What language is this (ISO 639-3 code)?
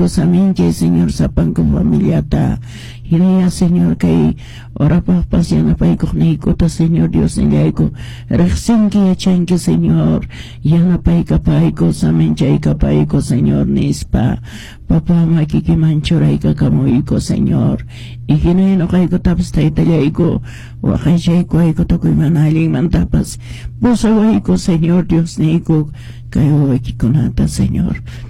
que